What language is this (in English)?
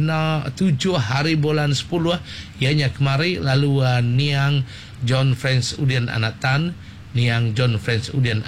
Malay